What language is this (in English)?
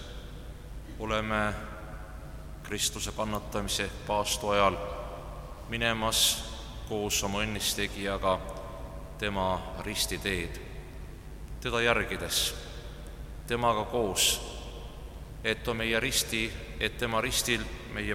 Estonian